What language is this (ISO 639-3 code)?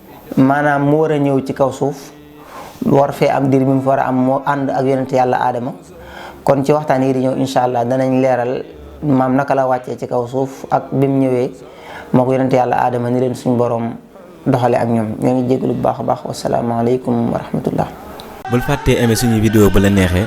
wol